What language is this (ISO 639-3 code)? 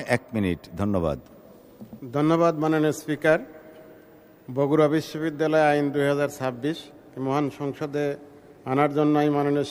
ben